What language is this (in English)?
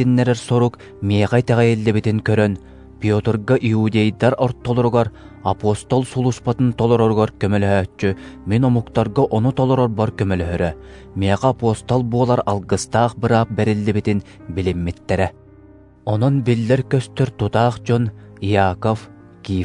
Yakut